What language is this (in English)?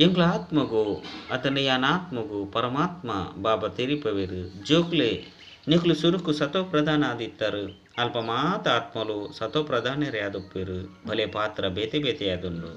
Tulu